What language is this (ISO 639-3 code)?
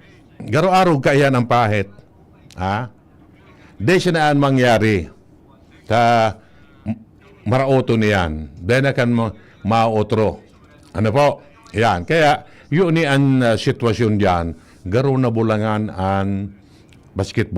bik